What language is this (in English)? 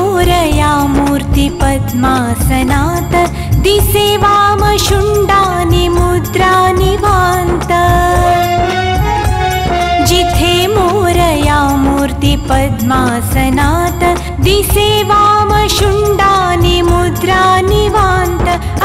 Marathi